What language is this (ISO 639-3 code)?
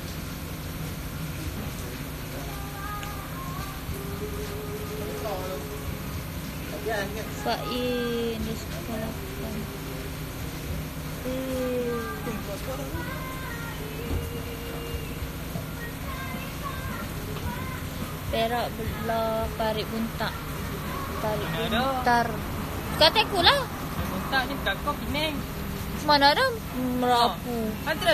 msa